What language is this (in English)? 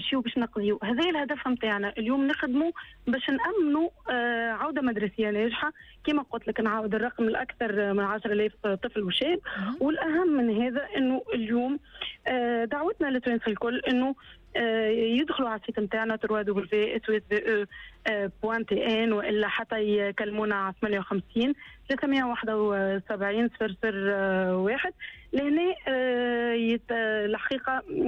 Tunisian Arabic